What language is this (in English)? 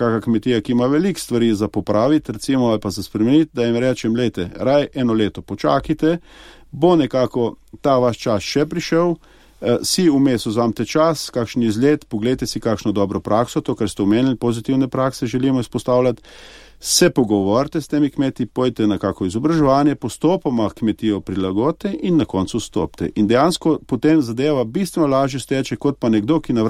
Slovenian